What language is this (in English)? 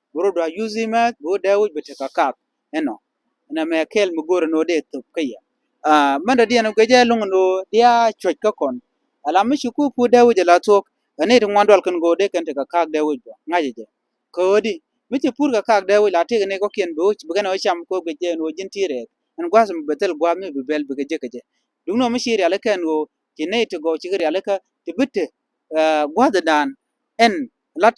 Nuer